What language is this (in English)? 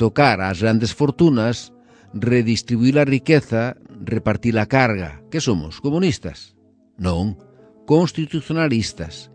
Galician